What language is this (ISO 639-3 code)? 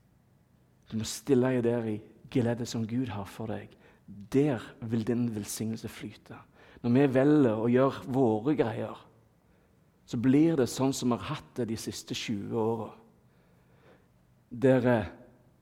nor